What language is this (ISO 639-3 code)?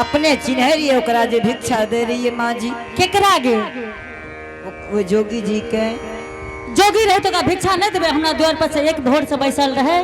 anp